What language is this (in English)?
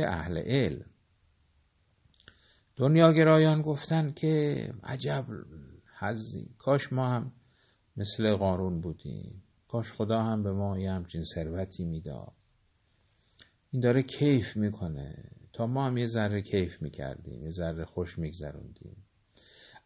Persian